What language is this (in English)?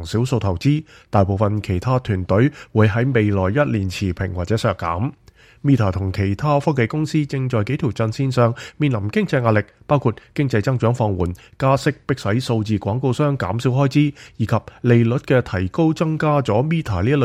Cantonese